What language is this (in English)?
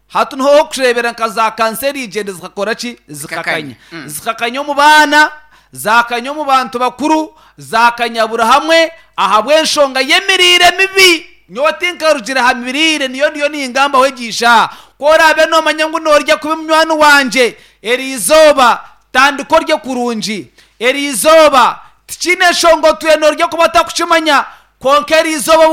Nyankole